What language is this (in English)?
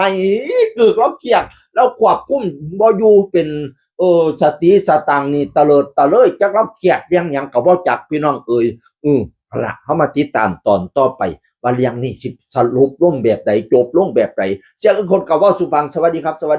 Northeastern Thai